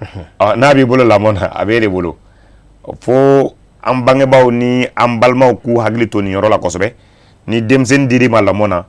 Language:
Bambara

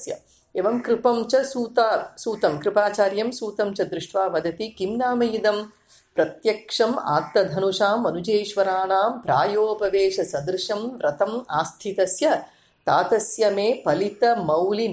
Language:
Sanskrit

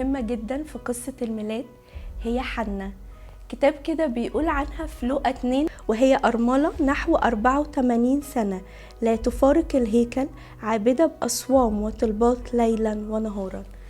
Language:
Egyptian Arabic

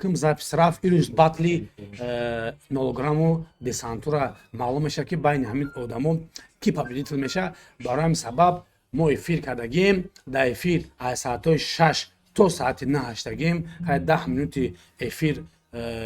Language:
Tajik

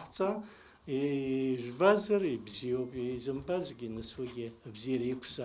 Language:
Abkhazian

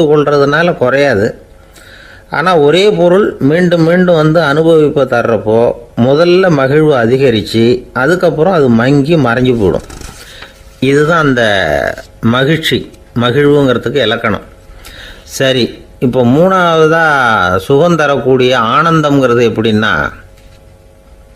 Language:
Tamil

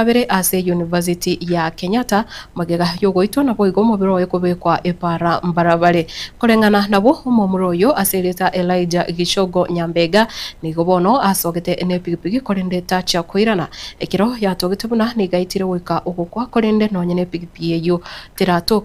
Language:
Gusii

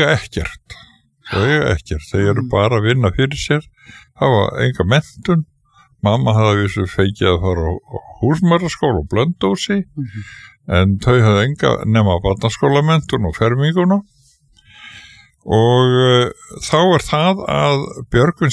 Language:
Icelandic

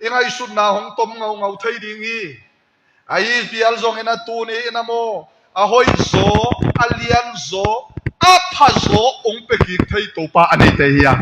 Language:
Tedim Chin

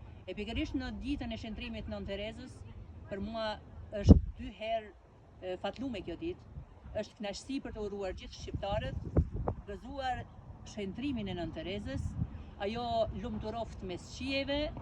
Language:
Albanian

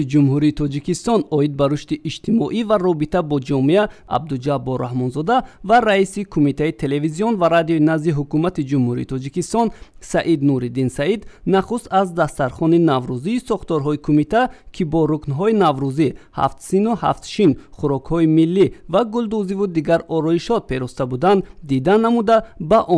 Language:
Tajik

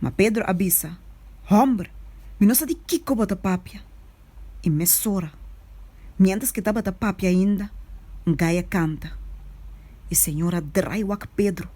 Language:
Papiamento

